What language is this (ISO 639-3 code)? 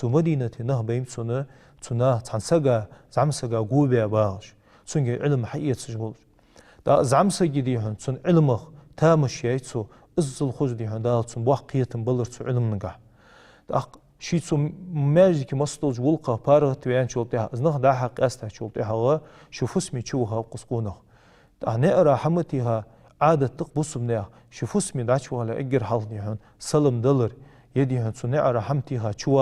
inh